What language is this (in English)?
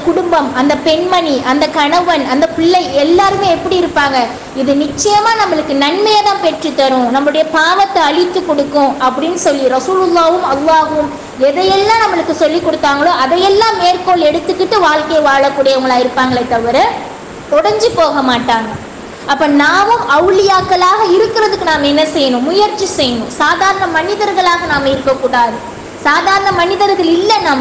Tamil